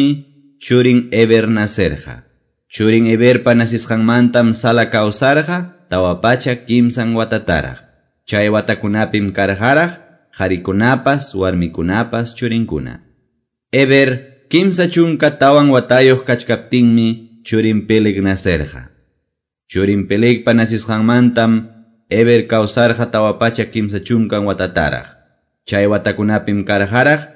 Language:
Quechua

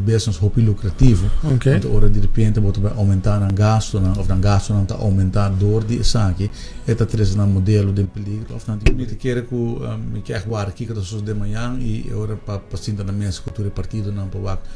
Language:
Papiamento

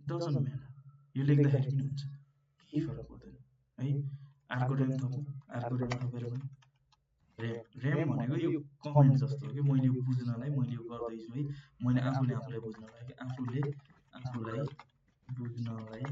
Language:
Nepali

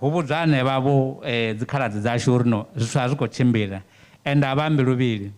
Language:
Venda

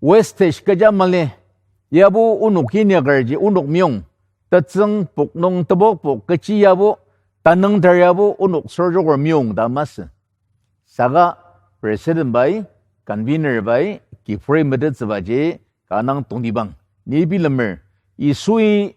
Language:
Ao Naga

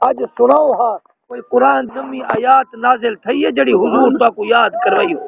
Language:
Saraiki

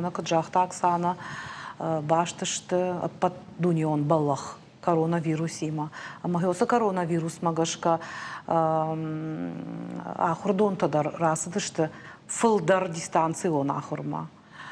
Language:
Ossetic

